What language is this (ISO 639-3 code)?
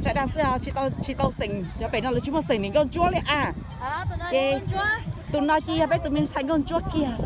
hmn